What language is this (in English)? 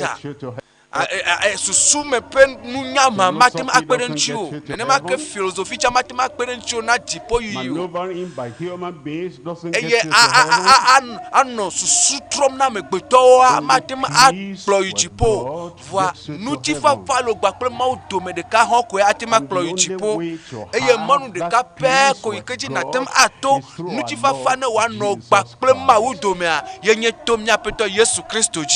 Ewe